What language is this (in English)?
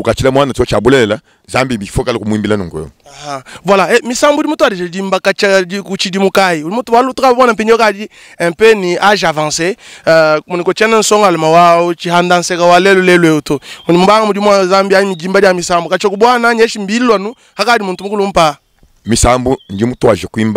Luba-Lulua